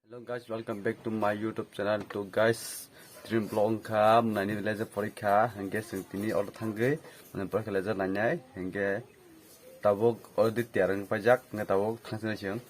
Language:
Kok Borok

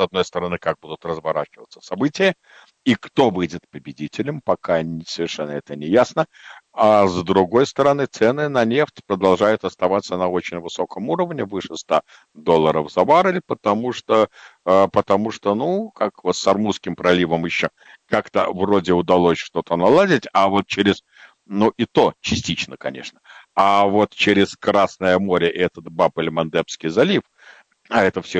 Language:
Russian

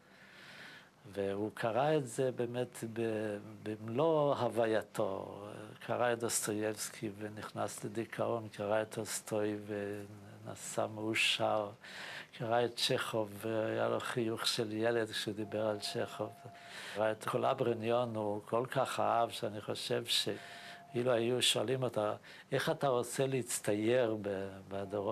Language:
Hebrew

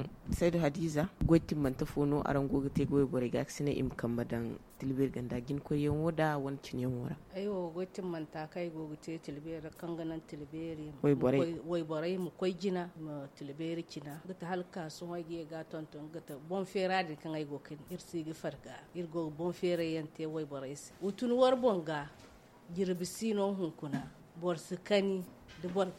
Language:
Zarma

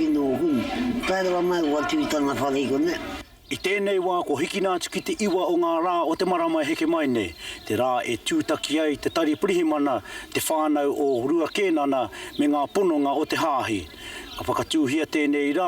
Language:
Māori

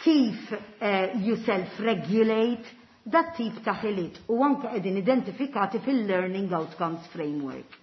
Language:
Maltese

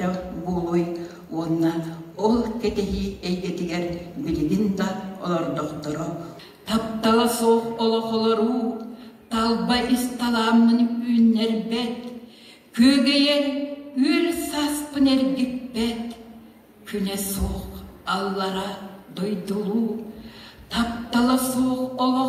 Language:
Yakut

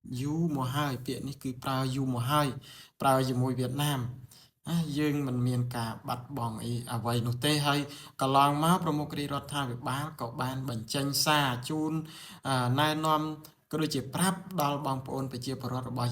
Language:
Khmer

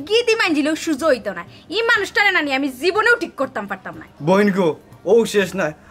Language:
Sylheti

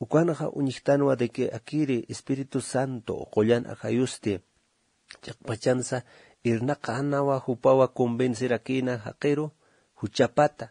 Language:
Aymara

